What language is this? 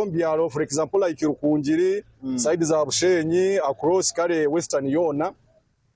Nyankole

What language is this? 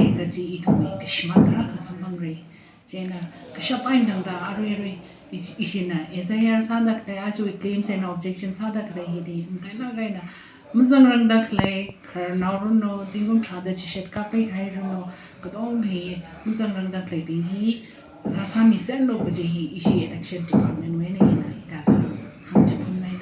Tangkhul Naga (India)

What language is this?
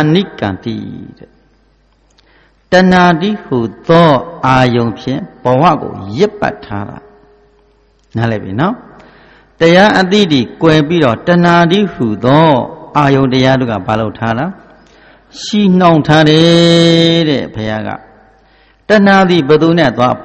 Burmese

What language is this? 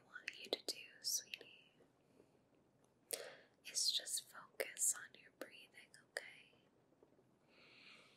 English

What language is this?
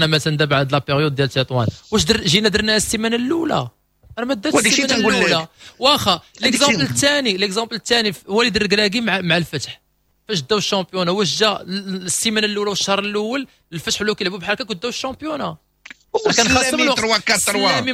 Moroccan Arabic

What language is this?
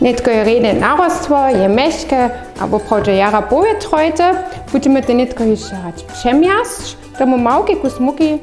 Upper Sorbian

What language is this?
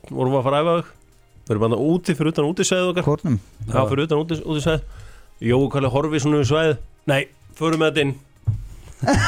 Icelandic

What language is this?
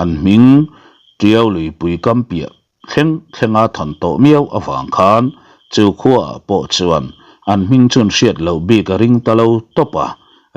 Mizo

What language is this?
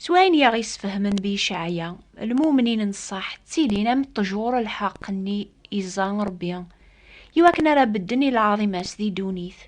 Kabyle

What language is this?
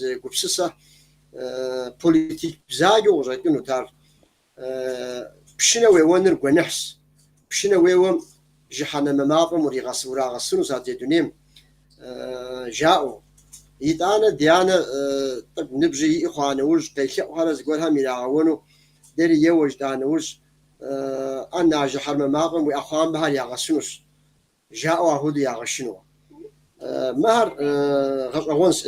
Kabardian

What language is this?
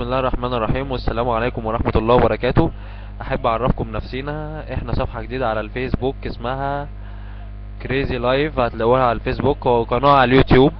Egyptian Arabic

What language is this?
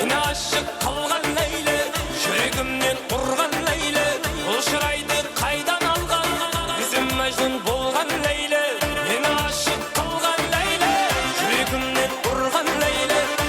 Kara-Kalpak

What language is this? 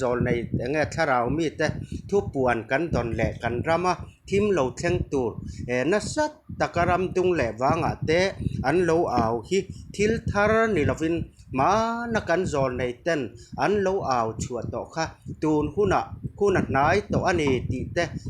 Mizo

